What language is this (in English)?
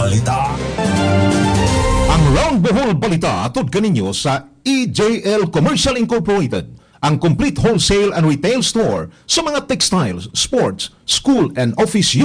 Cebuano